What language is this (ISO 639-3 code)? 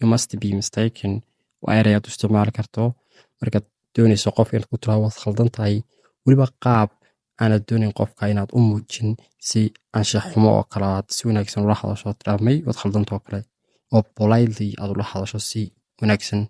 som